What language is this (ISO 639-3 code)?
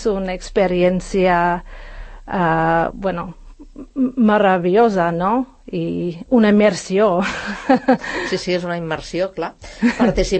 cat